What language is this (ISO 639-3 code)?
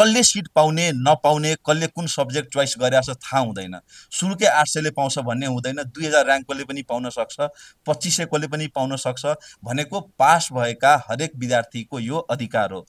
nep